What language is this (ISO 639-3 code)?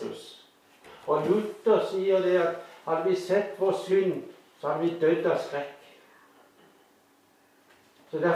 nor